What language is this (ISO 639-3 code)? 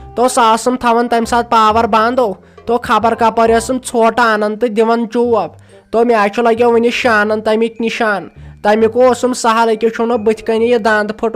kas